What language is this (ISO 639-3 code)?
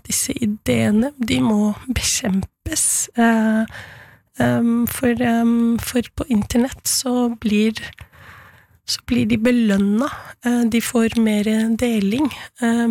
nor